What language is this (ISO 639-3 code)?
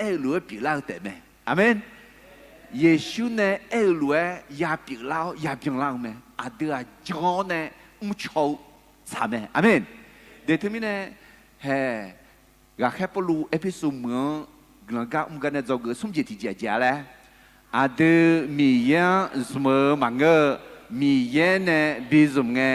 ahk